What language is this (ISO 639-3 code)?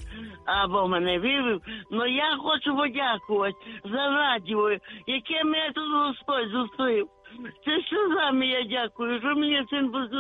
ukr